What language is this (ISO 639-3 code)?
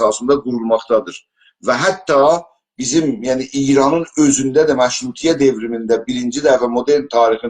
azb